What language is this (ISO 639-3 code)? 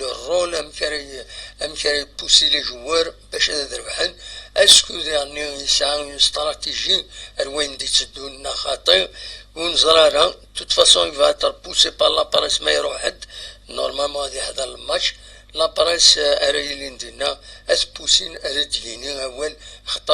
kab